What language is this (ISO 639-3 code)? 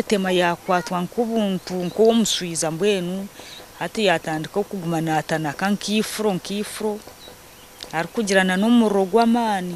nyn